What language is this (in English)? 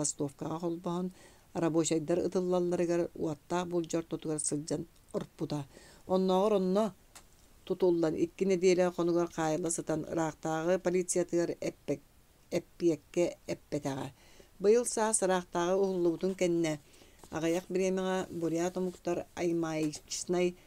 Yakut